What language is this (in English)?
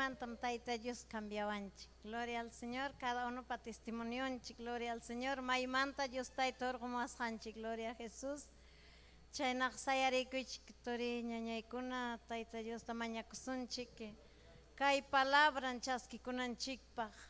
Ayacucho Quechua